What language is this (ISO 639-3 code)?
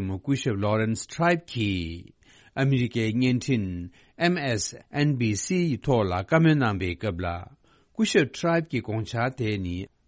bod